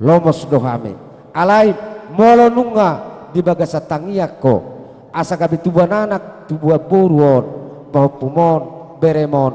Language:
Batak Toba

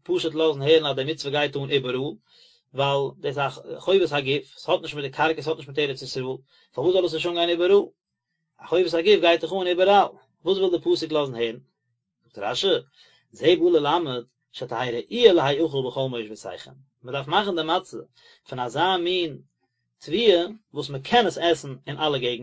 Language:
Yiddish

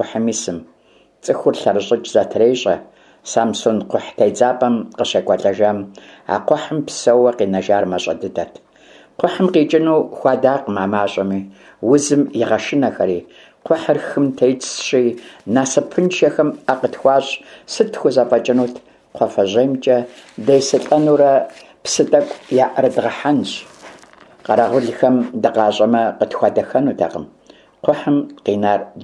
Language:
Kabardian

